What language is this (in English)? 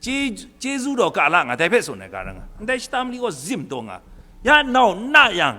Kachin